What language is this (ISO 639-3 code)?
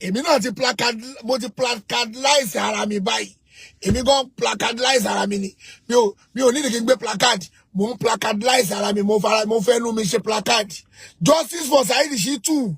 yor